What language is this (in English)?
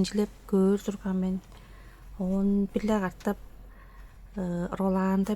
Tuvinian